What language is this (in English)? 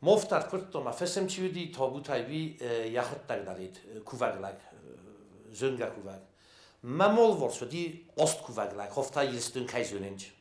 Ossetic